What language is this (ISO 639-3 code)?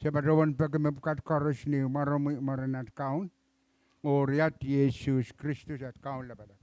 pon